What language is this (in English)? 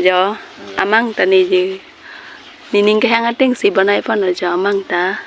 Karbi